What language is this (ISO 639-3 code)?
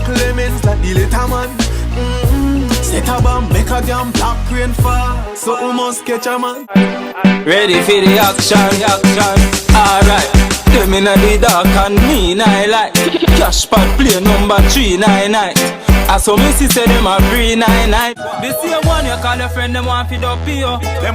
jam